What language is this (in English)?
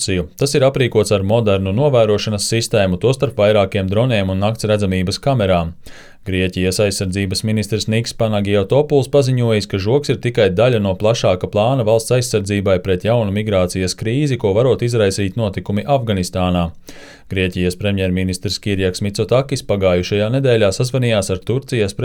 Latvian